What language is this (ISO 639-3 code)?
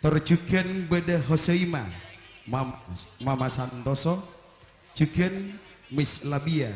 mad